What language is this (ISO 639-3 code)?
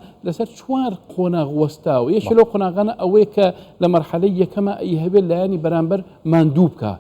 ckb